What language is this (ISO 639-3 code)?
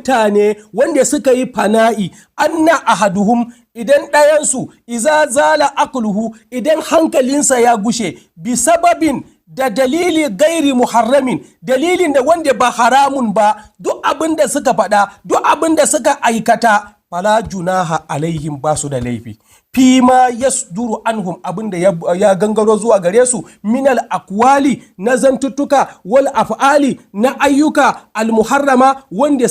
hau